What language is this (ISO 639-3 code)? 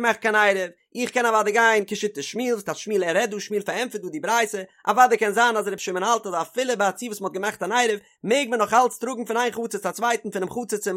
yid